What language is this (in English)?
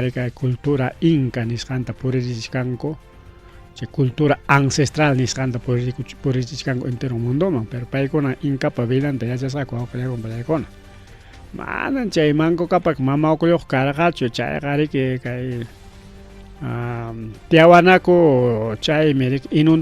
Ayacucho Quechua